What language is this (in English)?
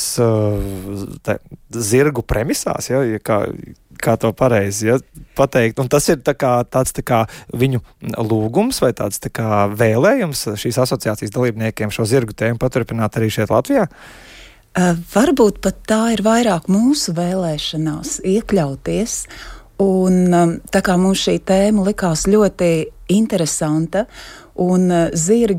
Latvian